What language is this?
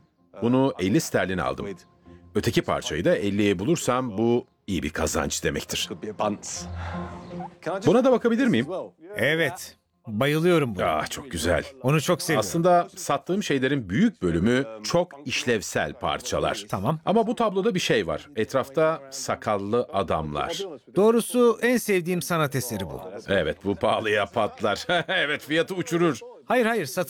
Turkish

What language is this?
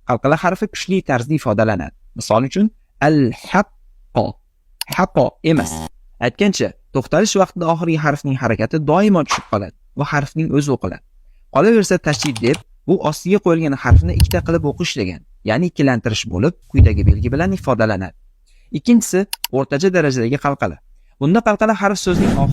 Uzbek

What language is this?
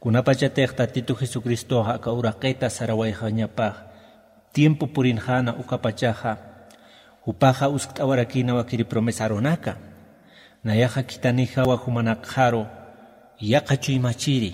Aymara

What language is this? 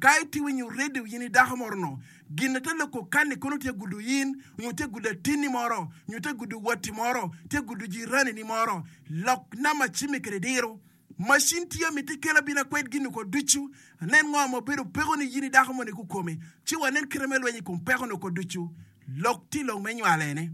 Acoli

